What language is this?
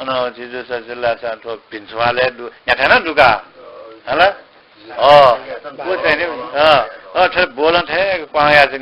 Newari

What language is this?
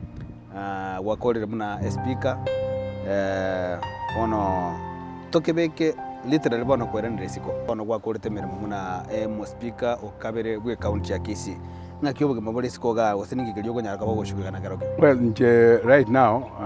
Gusii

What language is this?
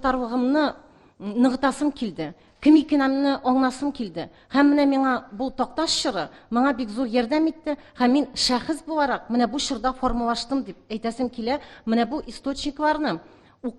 Tatar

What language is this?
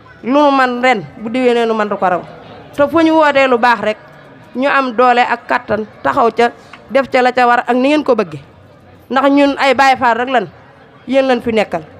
Wolof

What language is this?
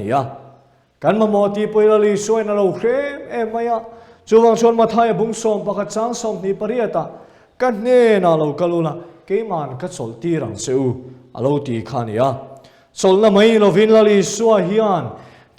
Mizo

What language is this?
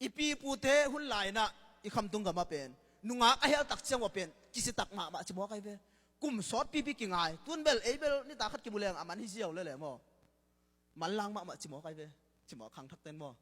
Tedim Chin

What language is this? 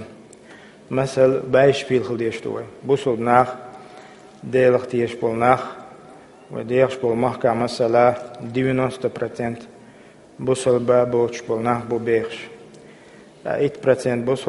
Chechen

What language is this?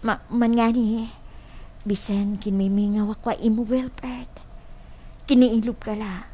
Waray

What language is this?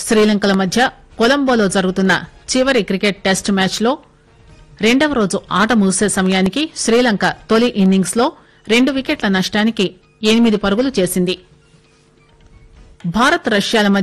Telugu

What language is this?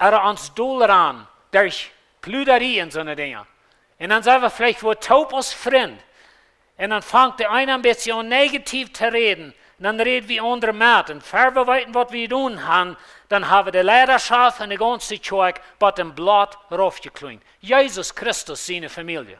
Plautdietsch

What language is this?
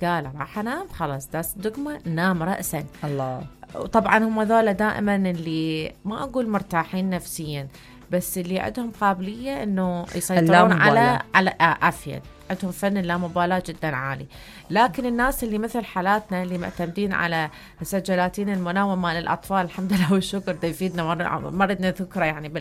Mesopotamian Arabic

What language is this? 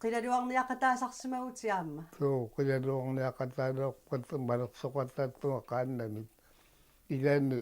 Kalaallisut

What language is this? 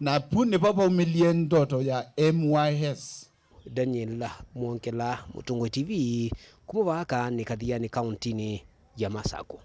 Kamba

